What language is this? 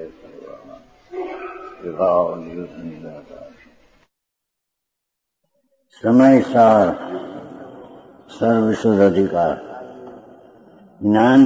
Gujarati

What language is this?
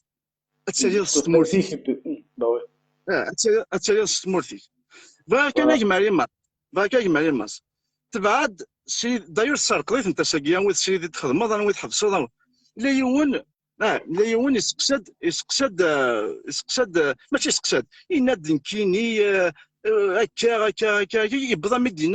Kabyle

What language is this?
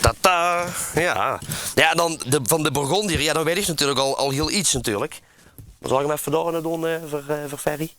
Limburgish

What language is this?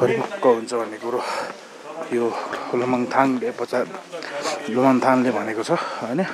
Nepali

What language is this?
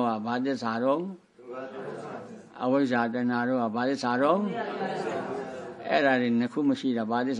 Burmese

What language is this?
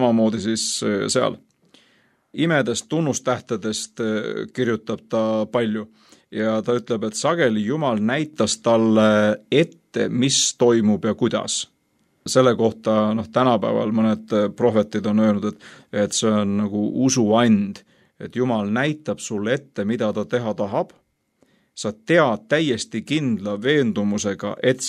Estonian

